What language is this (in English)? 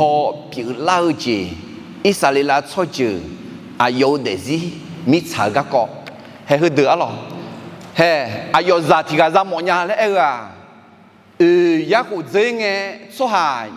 Akha